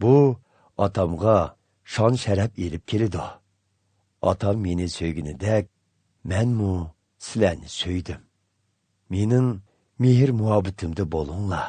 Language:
Uyghur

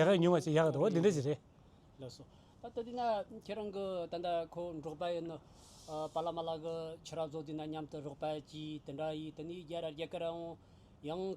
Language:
Tibetan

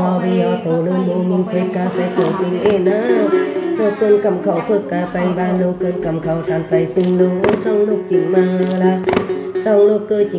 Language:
Vietnamese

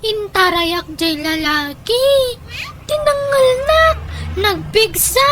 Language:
Iloko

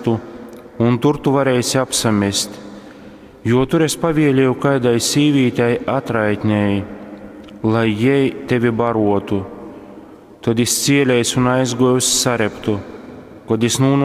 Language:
Latgalian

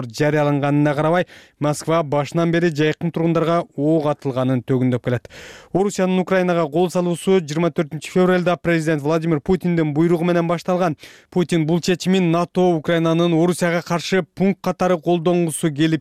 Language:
Kyrgyz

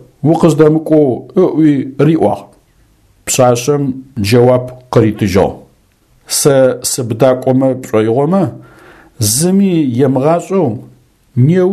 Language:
Adyghe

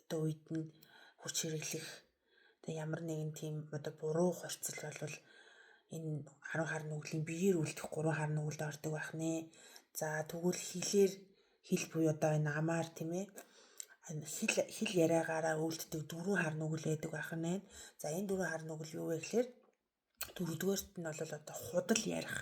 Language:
Mongolian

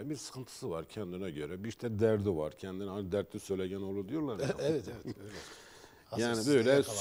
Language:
Turkish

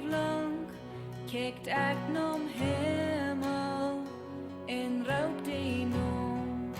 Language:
Plautdietsch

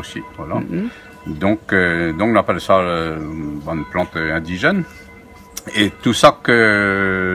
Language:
Réunion Creole French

